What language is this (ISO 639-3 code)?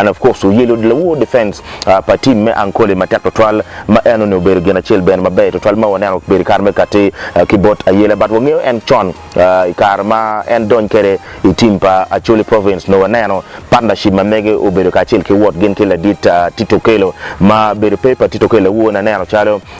ach